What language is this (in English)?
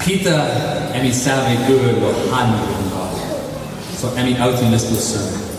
Tok Pisin